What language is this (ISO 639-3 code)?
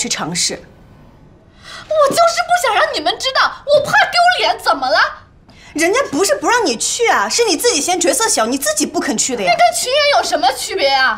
zho